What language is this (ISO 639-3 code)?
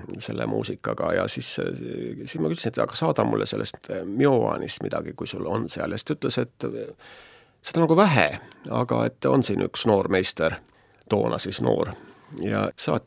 est